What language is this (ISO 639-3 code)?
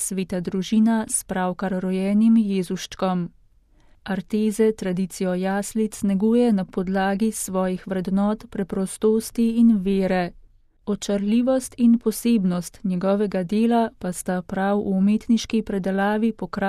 slv